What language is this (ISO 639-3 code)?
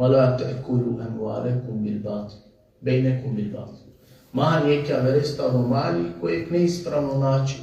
rmn